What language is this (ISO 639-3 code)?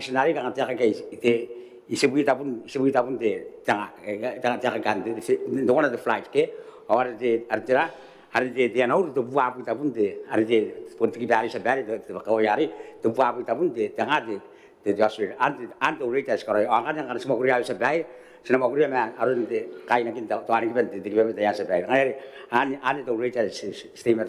gil